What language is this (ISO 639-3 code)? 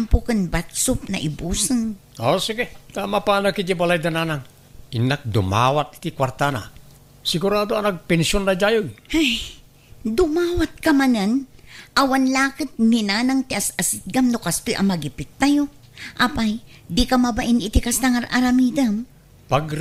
ilo